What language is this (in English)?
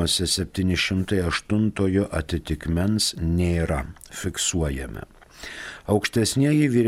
Lithuanian